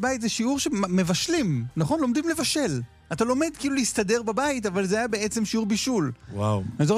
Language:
Hebrew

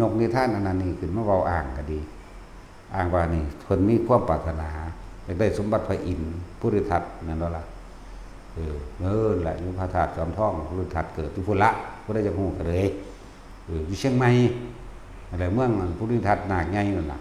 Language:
Northeastern Thai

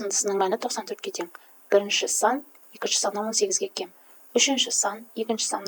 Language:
Kazakh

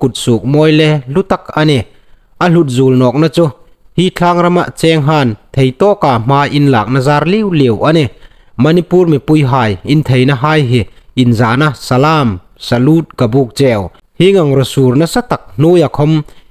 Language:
Hmar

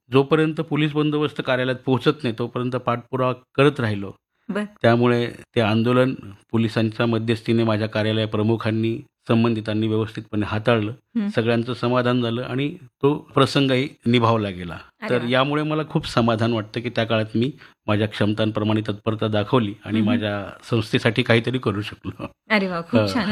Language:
Marathi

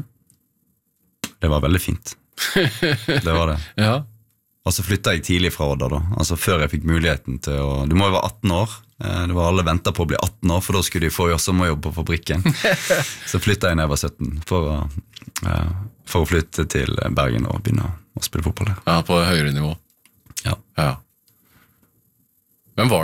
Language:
Norwegian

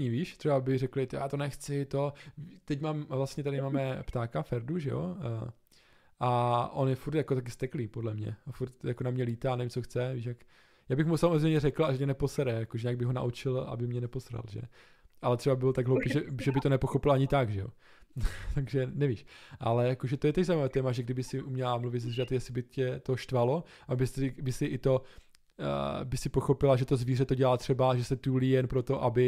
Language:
Czech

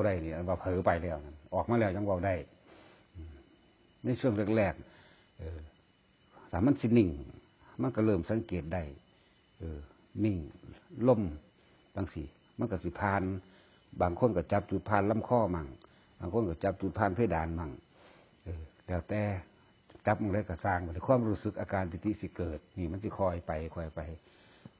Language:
Northeastern Thai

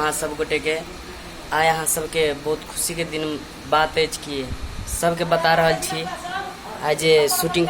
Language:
Maithili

